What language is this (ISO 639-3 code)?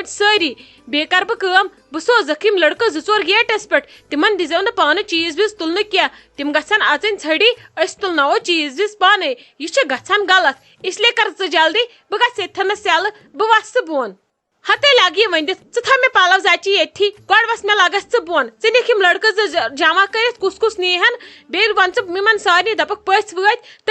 kas